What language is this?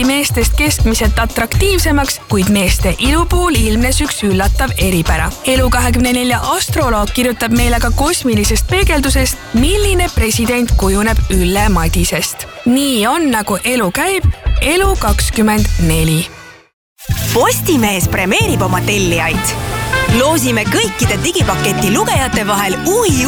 Estonian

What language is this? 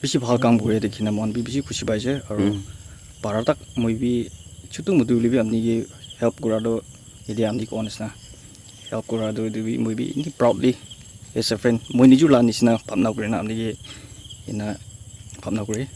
Naga Pidgin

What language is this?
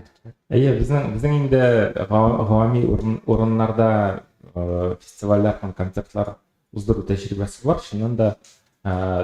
Tatar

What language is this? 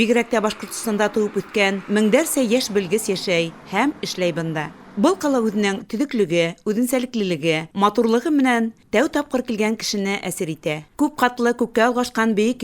Bashkir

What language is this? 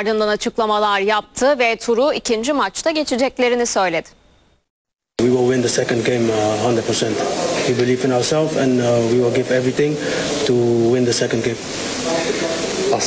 Turkish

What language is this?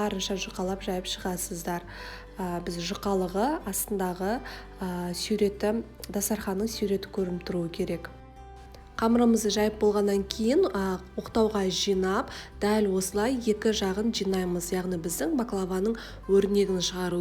Kazakh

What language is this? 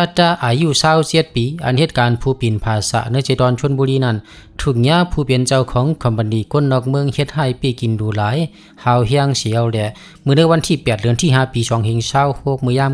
Shan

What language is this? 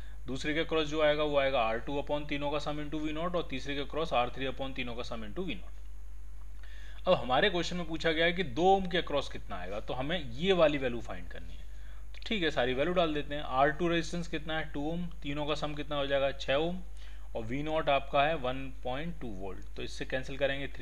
Hindi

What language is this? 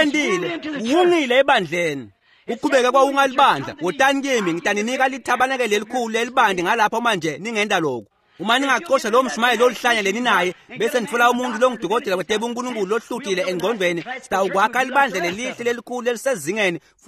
Swati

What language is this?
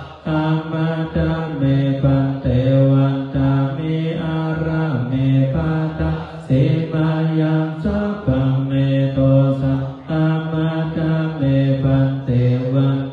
Pali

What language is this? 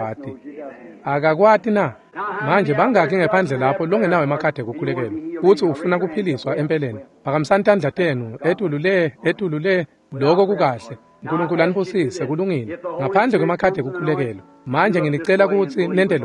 Swati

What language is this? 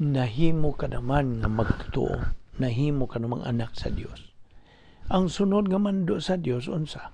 Cebuano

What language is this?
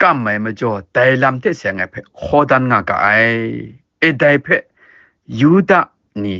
Kachin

